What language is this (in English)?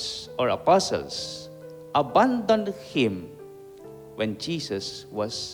Pampanga